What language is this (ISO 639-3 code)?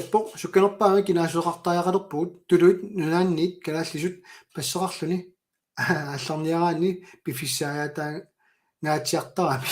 kal